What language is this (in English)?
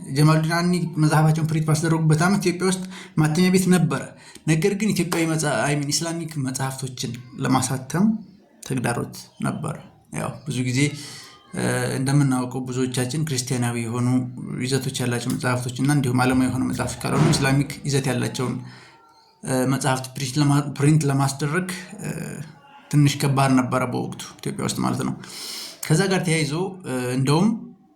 Amharic